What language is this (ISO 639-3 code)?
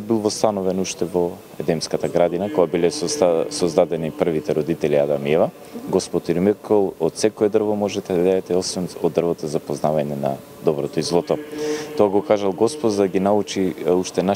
mkd